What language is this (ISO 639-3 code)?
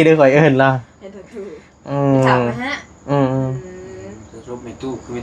tts